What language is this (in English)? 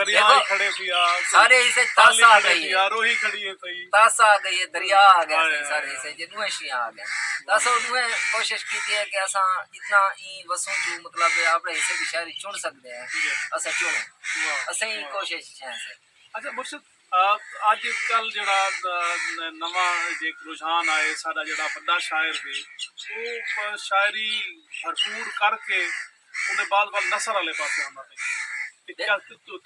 Saraiki